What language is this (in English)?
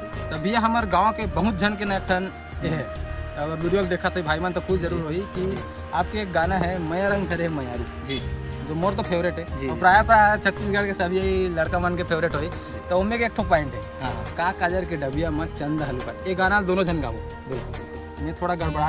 Chhattisgarhi